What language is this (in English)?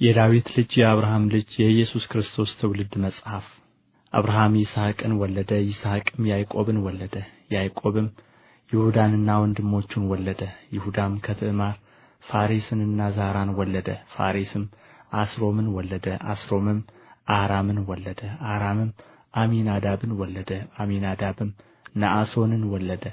Amharic